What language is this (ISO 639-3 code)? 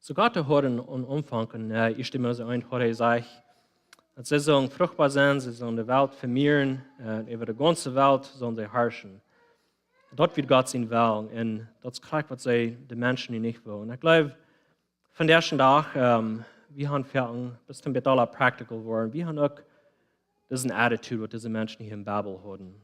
pdt